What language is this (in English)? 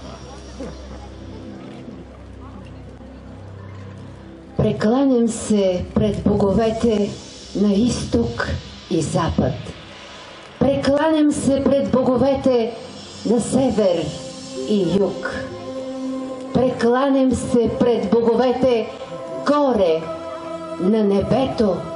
Bulgarian